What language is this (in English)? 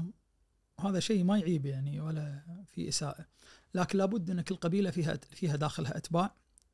Najdi Arabic